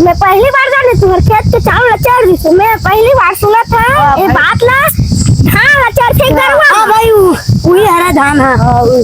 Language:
Chhattisgarhi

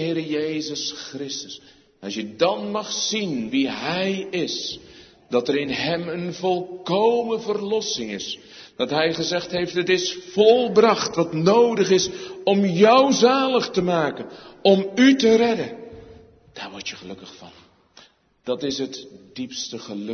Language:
Dutch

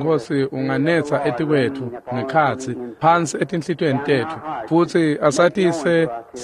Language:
Swati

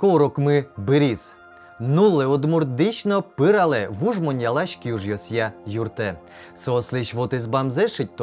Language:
Udmurt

